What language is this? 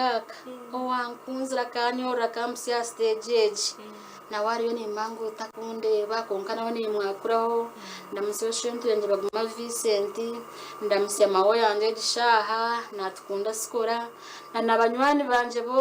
Nyankole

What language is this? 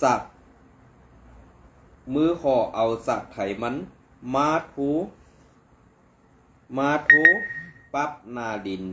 Shan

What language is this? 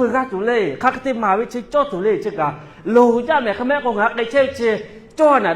Lahu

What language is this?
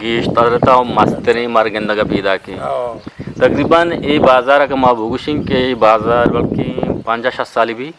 Eastern Balochi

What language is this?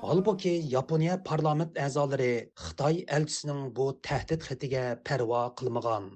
Uyghur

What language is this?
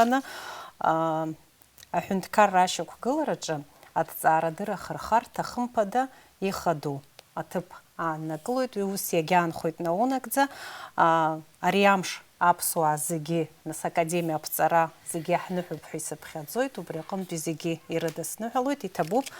Abkhazian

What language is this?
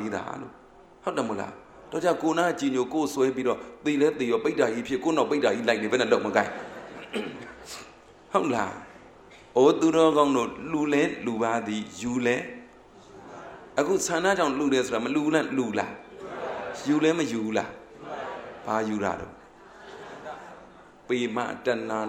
Burmese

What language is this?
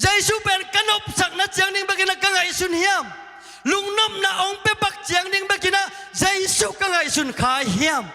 Tedim Chin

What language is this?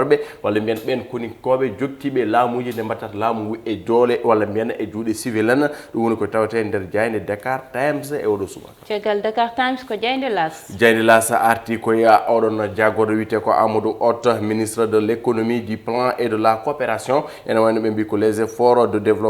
Fula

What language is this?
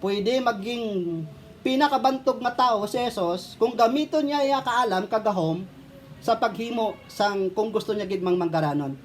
Hiligaynon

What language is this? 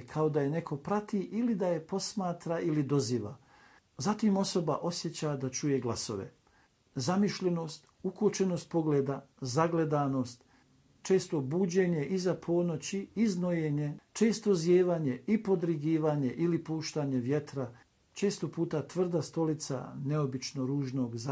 Bosnian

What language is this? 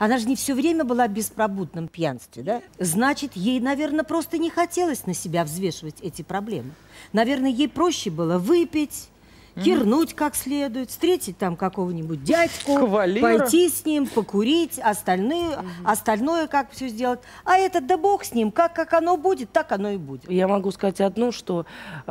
Russian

